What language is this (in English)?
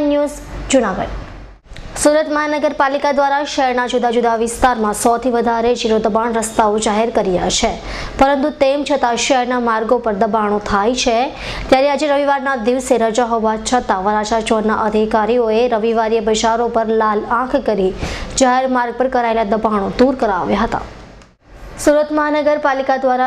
Gujarati